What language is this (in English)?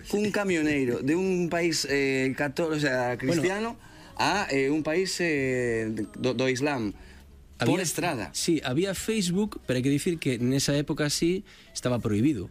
Galician